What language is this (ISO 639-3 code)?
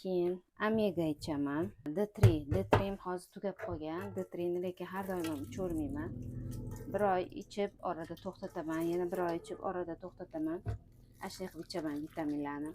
uzb